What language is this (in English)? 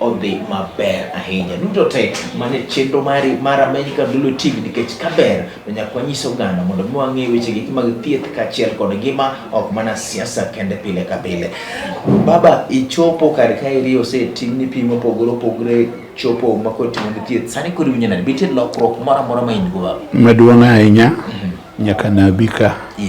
Luo (Kenya and Tanzania)